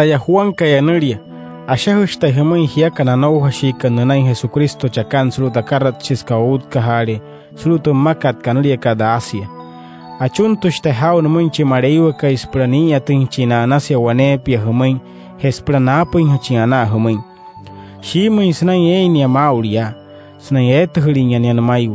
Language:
Wayuu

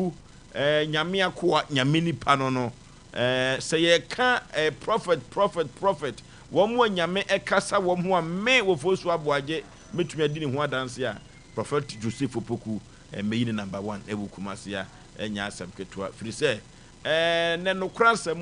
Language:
Akan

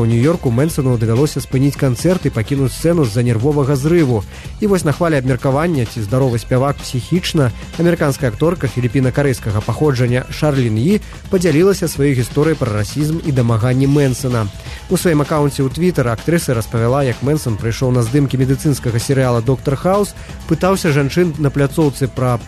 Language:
Belarusian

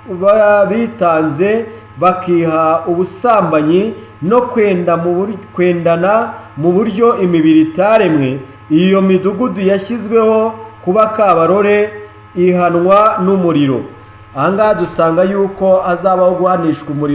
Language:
Kinyarwanda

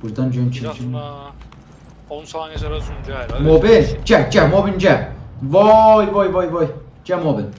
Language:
South Azerbaijani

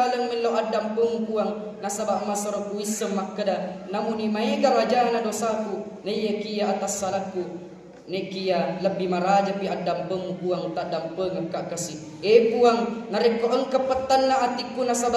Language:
Buginese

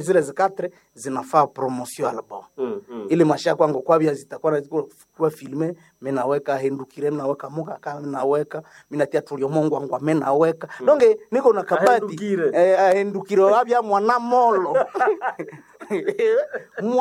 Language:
Swahili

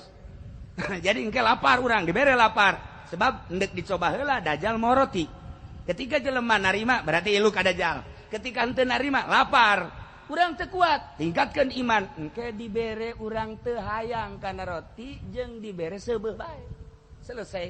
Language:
Sundanese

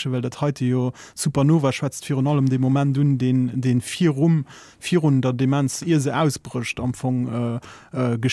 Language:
Luxembourgish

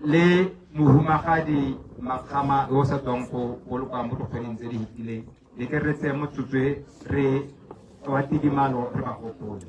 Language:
Tswana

